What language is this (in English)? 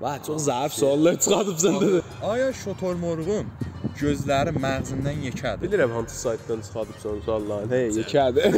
South Azerbaijani